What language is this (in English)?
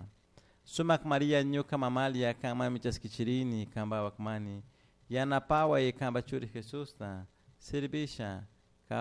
Chimborazo Highland Quichua